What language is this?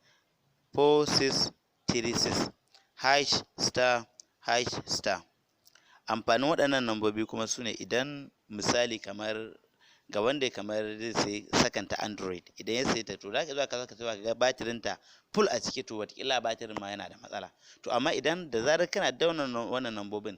Hausa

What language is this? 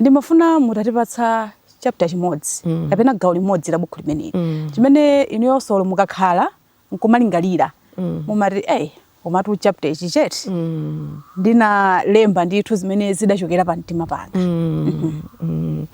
Nyanja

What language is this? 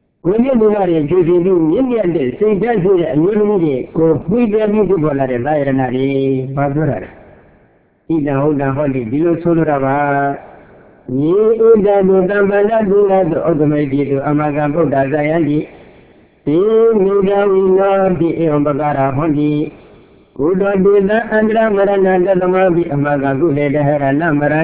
Burmese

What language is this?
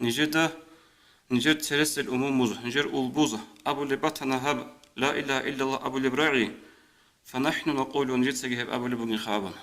Avaric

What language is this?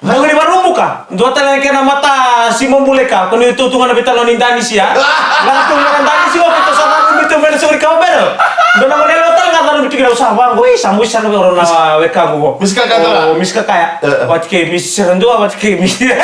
Fijian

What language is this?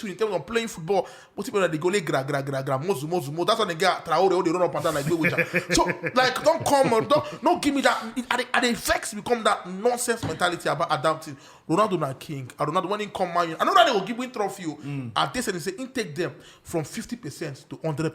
Nigerian Pidgin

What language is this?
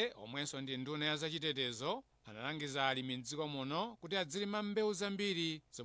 Nyanja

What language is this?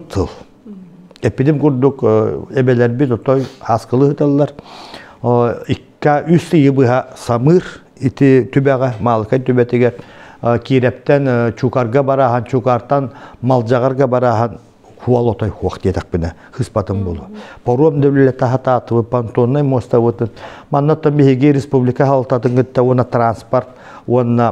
Yakut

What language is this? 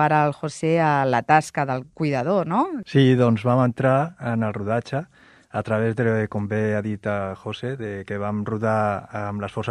Catalan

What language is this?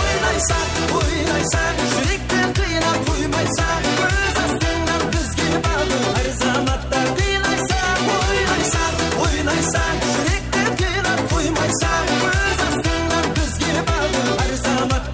Kara-Kalpak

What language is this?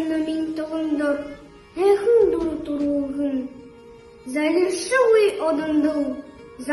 Buriat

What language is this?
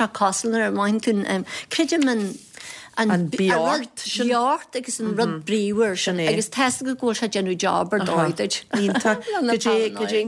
Irish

